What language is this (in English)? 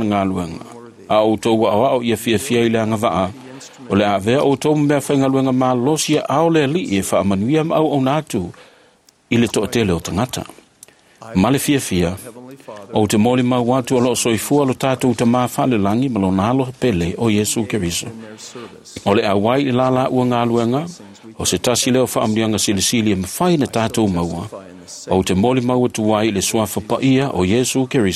Samoan